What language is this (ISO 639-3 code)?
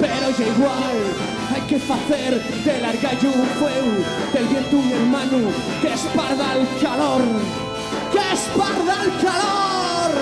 ast